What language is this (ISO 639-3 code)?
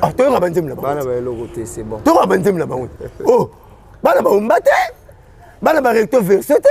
lin